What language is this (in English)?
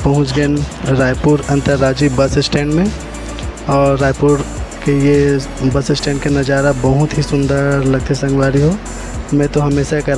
Chhattisgarhi